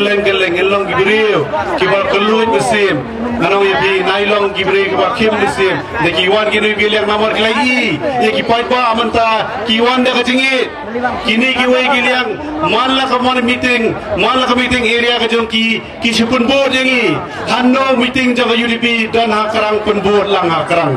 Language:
Khasi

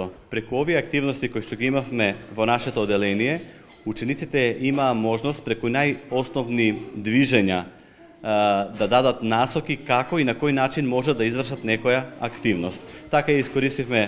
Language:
Macedonian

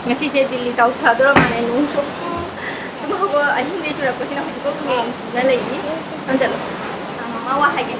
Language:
Manipuri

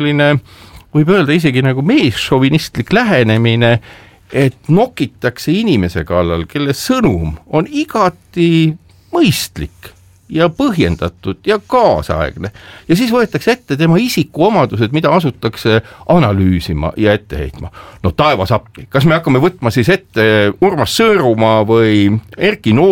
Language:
Estonian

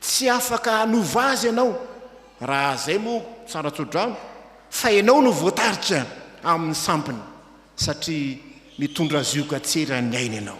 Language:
Malagasy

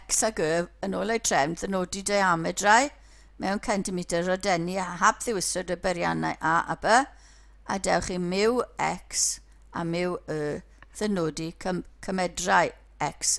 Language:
Welsh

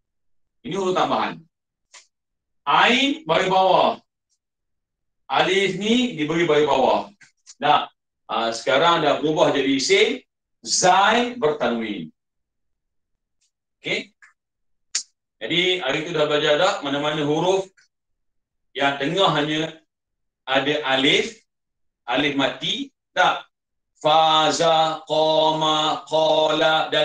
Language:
Malay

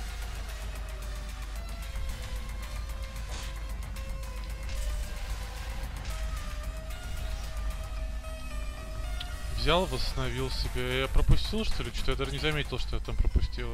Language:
Russian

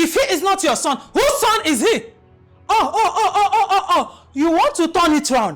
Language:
Nigerian Pidgin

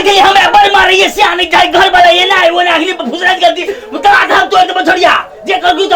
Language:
Maithili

